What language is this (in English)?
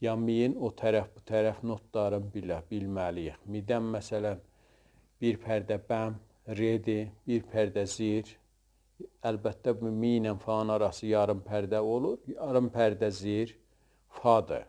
South Azerbaijani